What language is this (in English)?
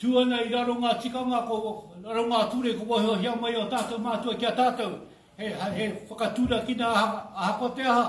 Māori